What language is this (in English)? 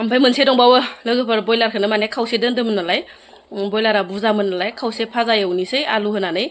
Bodo